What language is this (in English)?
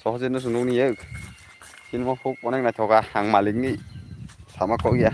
Kok Borok